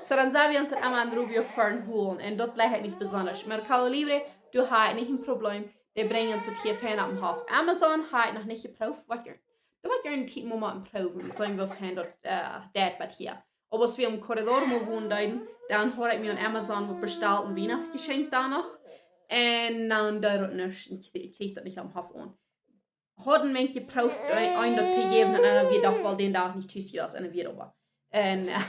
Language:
Plautdietsch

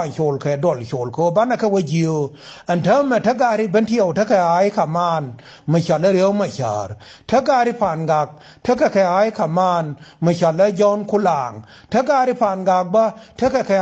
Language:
Nuer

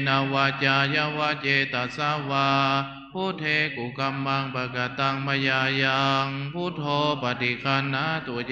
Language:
Pali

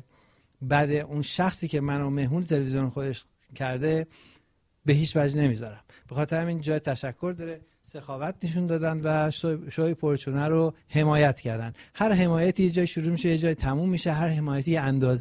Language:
Persian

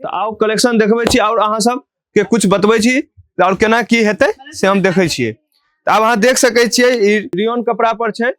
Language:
Maithili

